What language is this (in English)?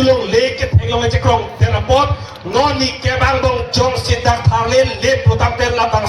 Karbi